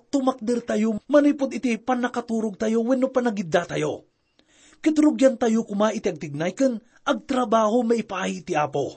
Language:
Iloko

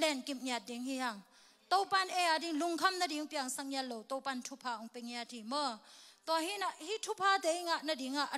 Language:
Tedim Chin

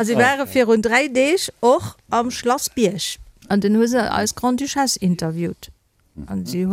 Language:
Luxembourgish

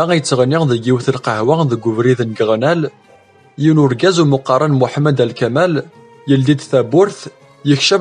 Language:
Kabyle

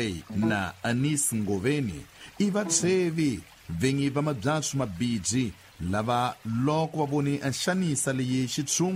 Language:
Tsonga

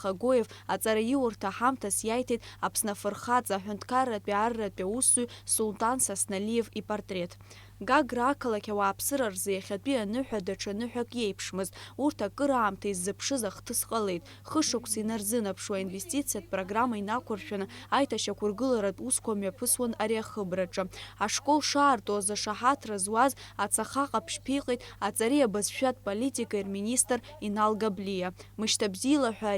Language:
Abkhazian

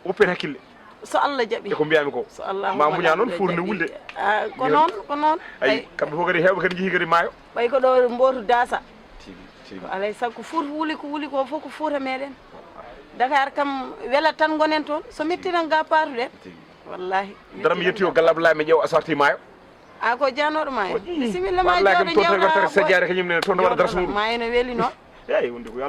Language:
Fula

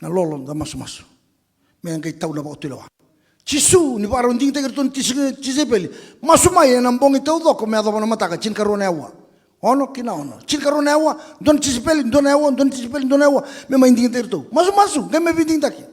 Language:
Fijian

